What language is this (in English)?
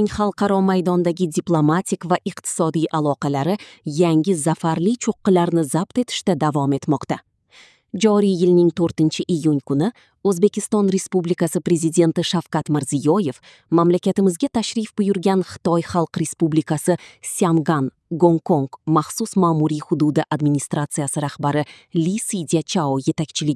Uzbek